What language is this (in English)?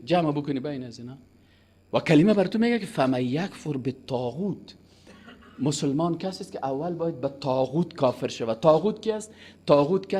Persian